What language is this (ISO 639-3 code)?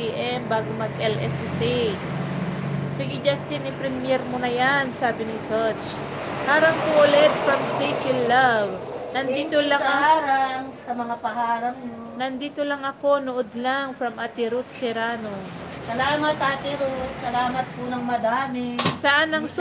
fil